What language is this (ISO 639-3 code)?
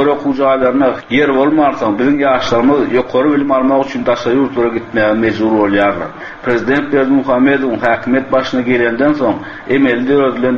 tuk